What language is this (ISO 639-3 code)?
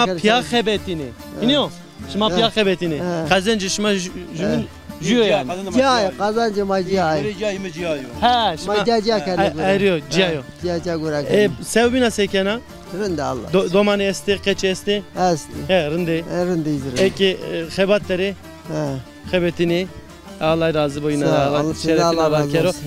zza